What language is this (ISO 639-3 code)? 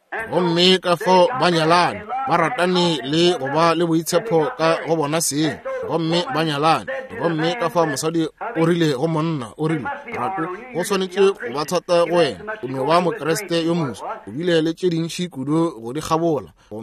nso